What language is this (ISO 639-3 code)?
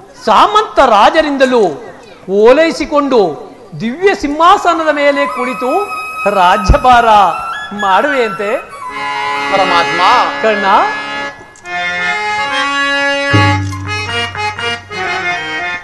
kan